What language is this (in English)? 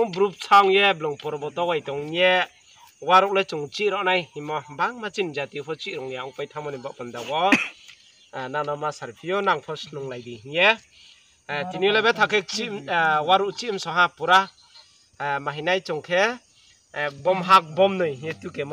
Riang (India)